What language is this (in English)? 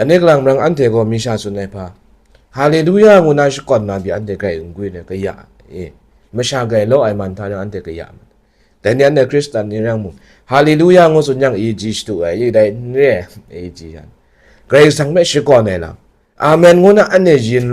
Kachin